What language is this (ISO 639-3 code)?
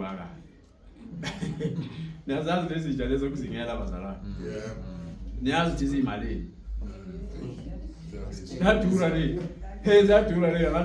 zul